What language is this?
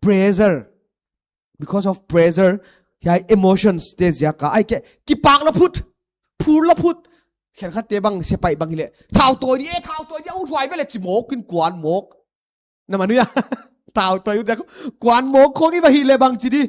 Paite Chin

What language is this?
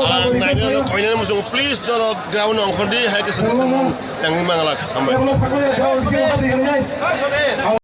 Kok Borok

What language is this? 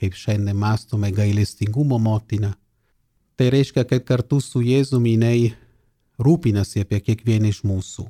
Lithuanian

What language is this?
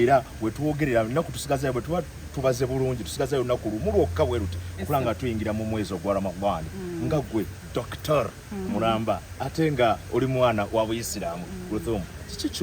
Ganda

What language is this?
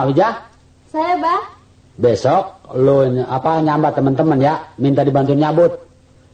Betawi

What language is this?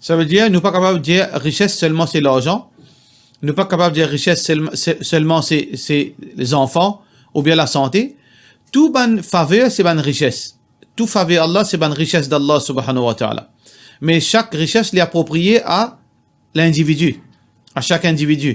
Morisyen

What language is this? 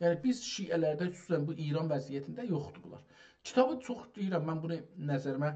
South Azerbaijani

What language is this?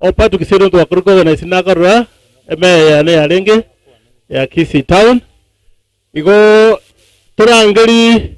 Gusii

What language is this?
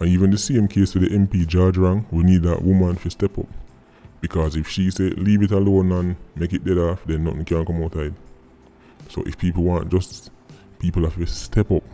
Jamaican Creole English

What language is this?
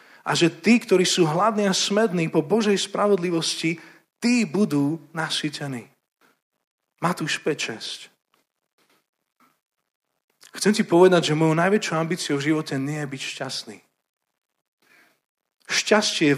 Slovak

